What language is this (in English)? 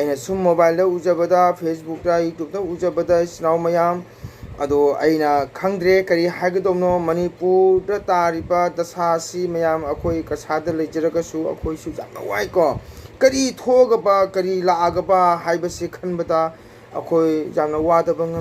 Manipuri